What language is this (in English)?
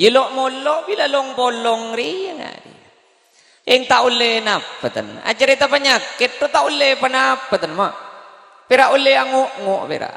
Madurese